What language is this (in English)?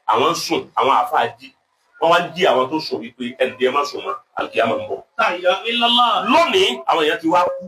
Yoruba